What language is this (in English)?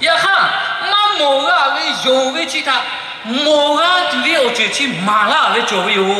Lahu